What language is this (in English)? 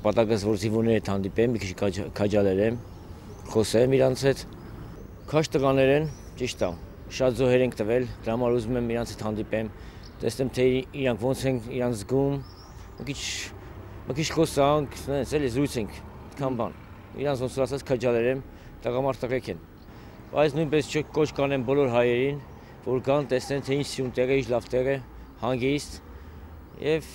Armenian